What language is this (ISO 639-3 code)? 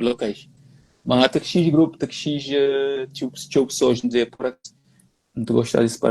kea